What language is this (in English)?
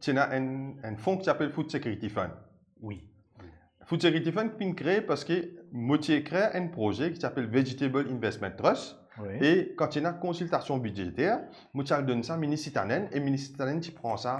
Morisyen